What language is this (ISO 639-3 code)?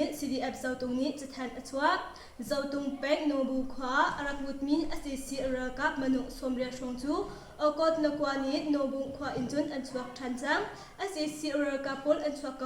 cnh